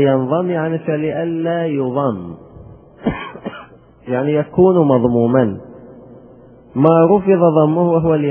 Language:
Arabic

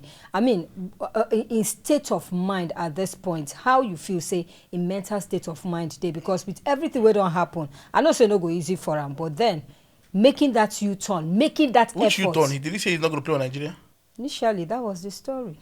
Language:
Nigerian Pidgin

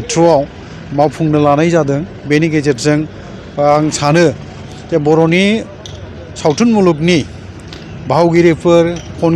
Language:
Bodo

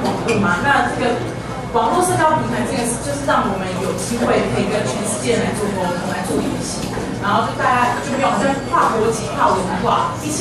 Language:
Chinese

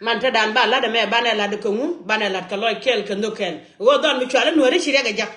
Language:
Nuer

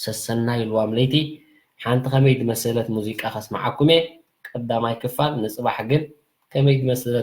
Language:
Tigrinya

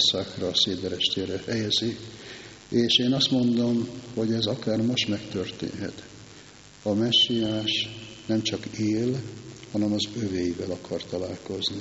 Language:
Hungarian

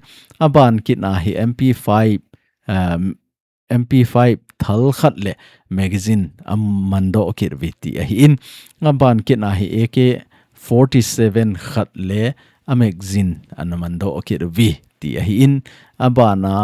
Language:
Thado Chin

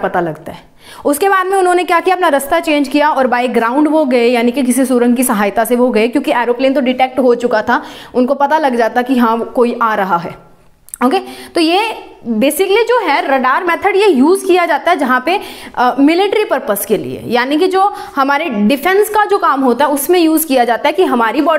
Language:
Hindi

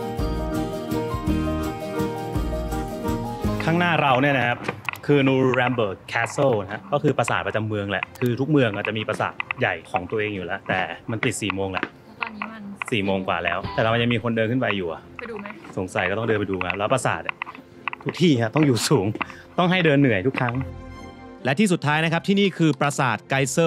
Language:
Thai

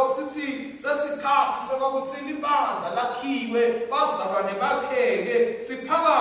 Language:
Swati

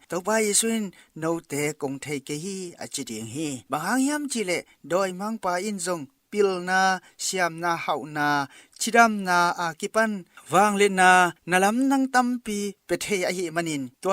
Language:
Tedim Chin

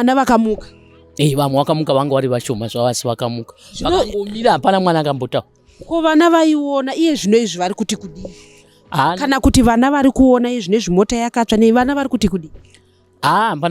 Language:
Shona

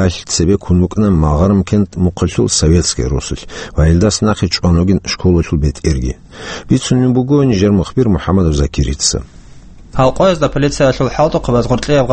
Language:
Avaric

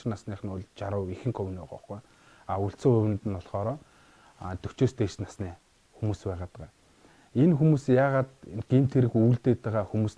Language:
Mongolian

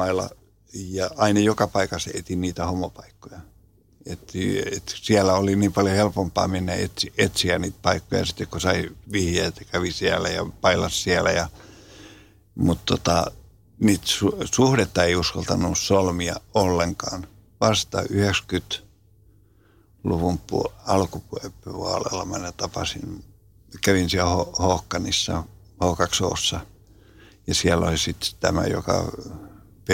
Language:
Finnish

